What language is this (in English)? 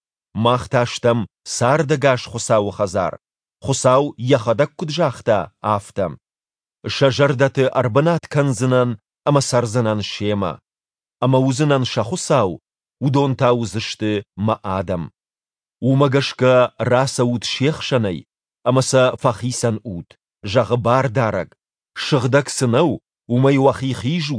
Ossetic